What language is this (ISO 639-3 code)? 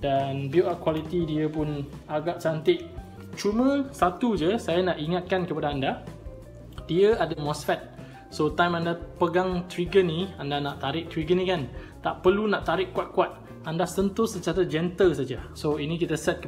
msa